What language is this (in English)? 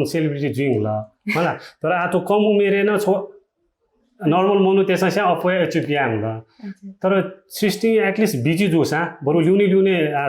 Newari